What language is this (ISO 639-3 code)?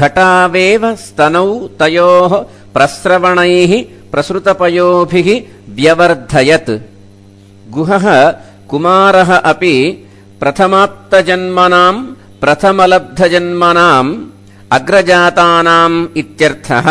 san